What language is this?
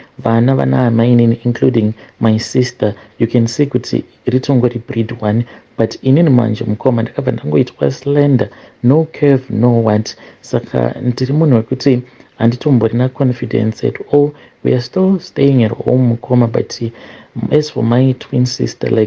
Shona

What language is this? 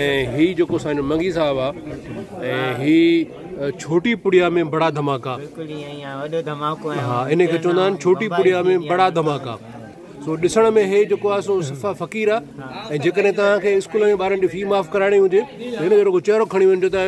Sindhi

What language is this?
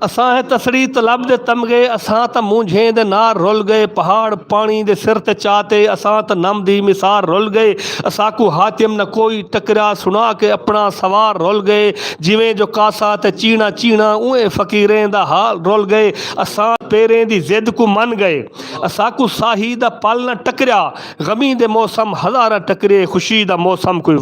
Saraiki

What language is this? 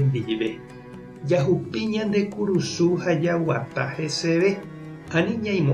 Guarani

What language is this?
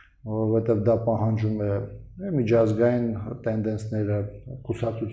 Armenian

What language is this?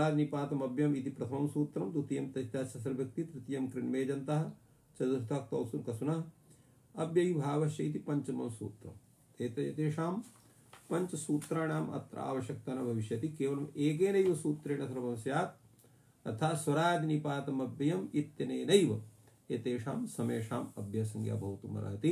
Sanskrit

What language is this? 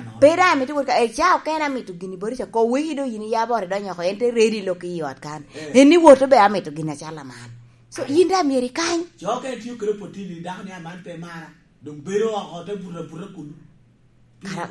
Lango (Uganda)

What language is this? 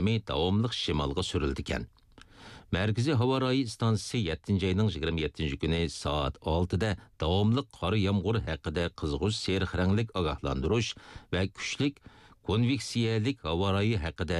Uyghur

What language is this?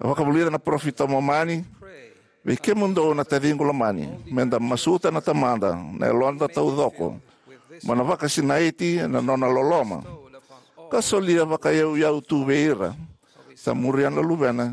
Fijian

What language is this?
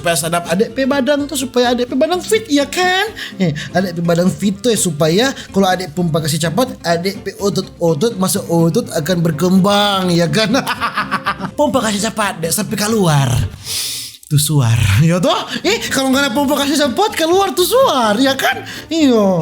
Manado Malay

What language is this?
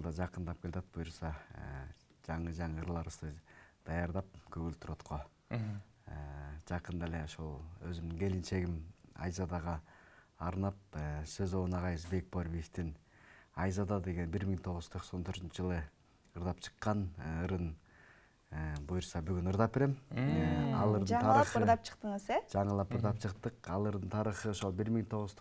Kyrgyz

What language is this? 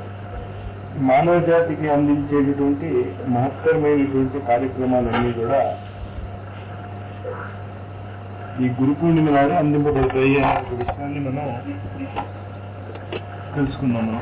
Telugu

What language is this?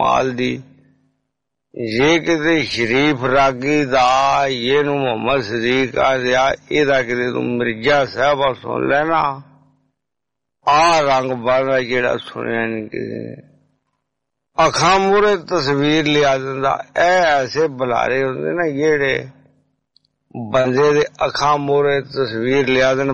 Punjabi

